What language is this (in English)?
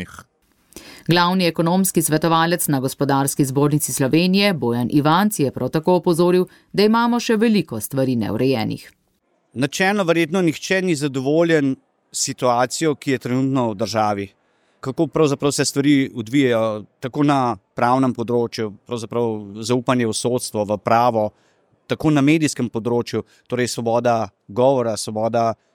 Slovenian